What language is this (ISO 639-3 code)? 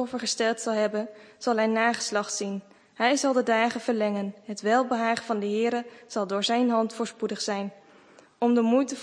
nld